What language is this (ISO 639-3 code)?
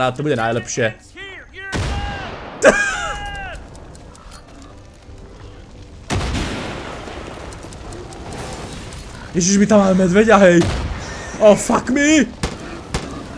slk